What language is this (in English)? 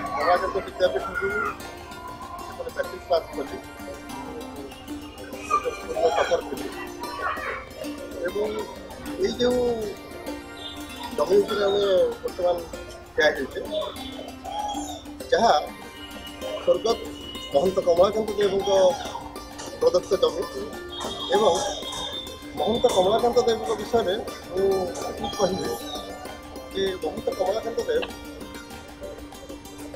Odia